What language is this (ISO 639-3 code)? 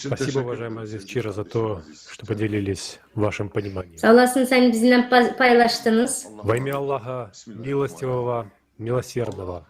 gag